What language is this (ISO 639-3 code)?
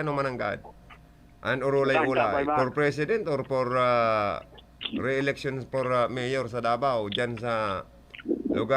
bik